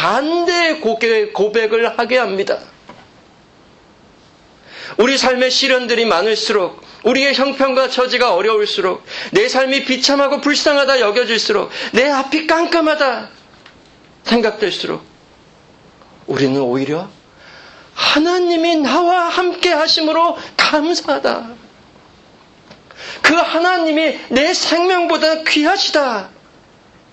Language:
Korean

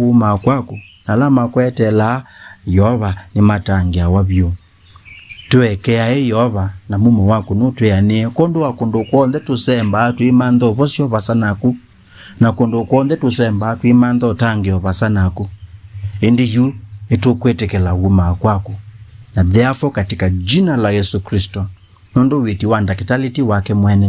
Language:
Kamba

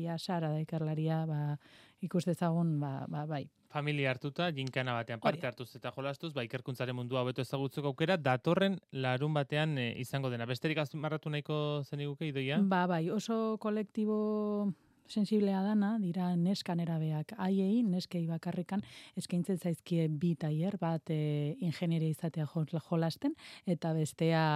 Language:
Basque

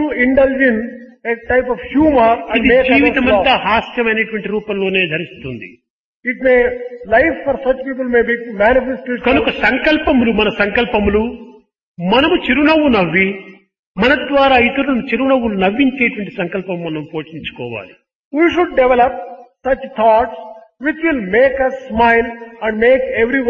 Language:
Telugu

